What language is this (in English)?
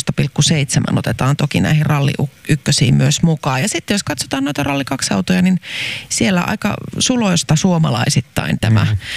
Finnish